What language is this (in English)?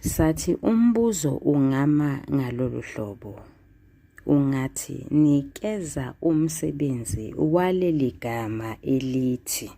Zulu